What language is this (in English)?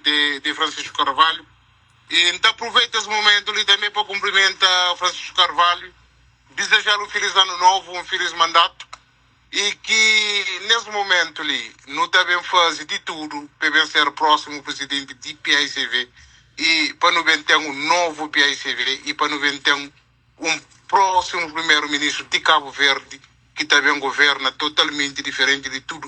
Kabuverdianu